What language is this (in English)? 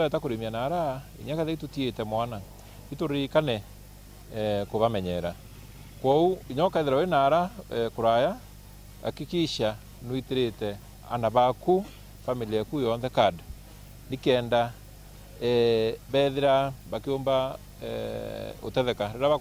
Meru